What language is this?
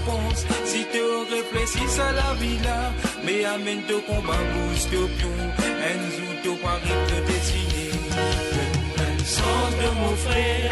Morisyen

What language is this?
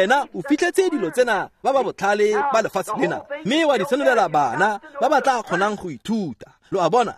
Tswana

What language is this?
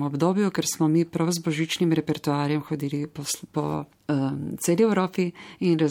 Slovenian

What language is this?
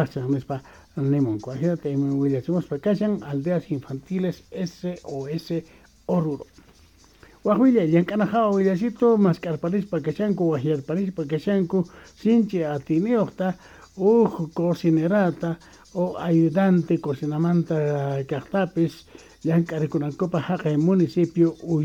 South Bolivian Quechua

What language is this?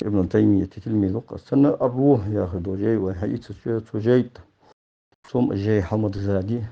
Ingush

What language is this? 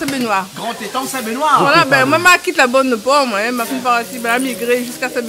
Réunion Creole French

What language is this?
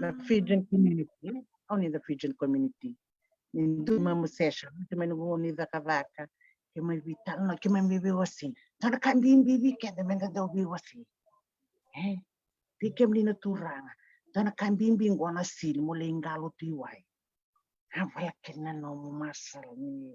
Fijian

